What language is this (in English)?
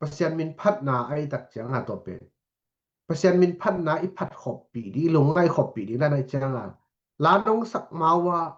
Tedim Chin